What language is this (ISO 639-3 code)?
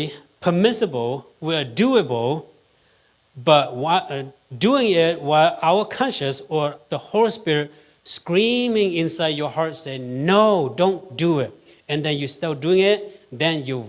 hmn